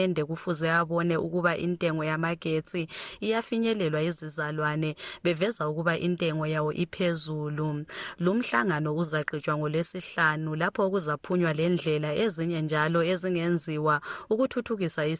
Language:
North Ndebele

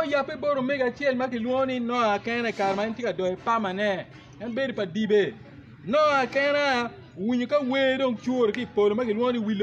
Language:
Acoli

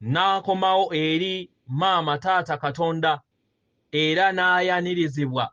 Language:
Ganda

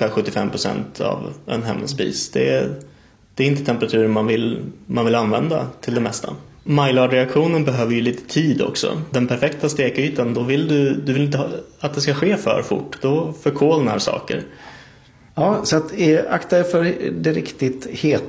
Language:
Swedish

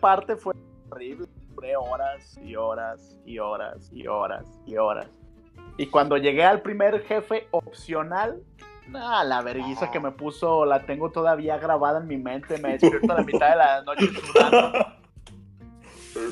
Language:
Spanish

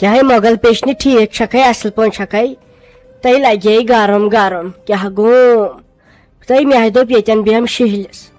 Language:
Kashmiri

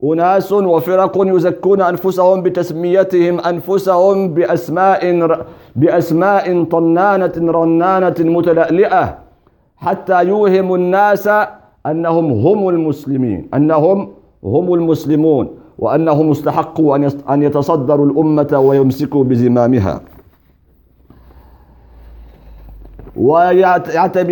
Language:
Arabic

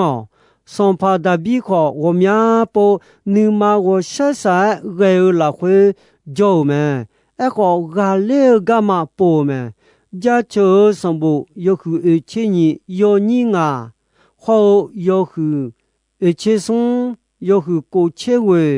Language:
Akha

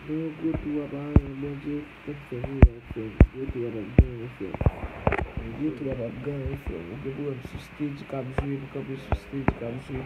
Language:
Haitian Creole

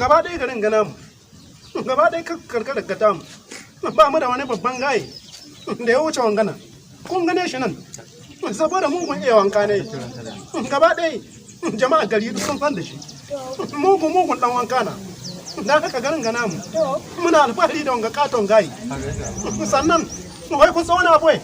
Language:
Hausa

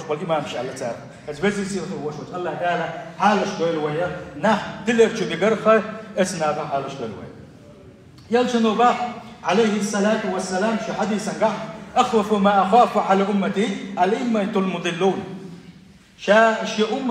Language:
Chechen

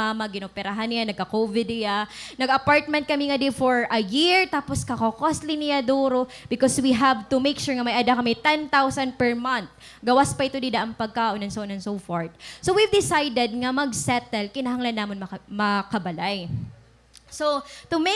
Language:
Waray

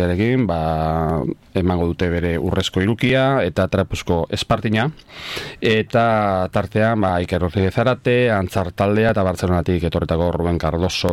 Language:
Basque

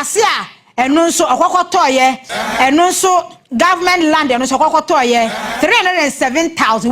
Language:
Akan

